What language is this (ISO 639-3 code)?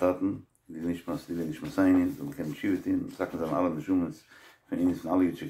yid